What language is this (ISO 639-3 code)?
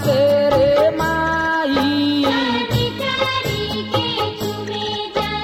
bho